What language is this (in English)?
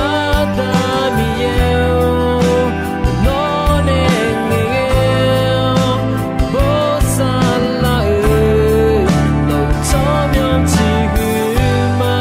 Akha